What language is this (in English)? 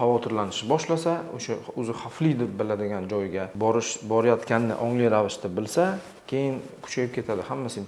Uzbek